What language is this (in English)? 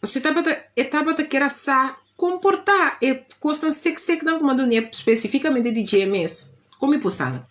Papiamento